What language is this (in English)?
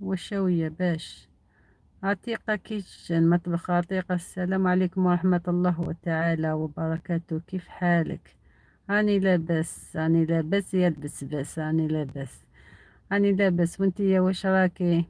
Algerian Arabic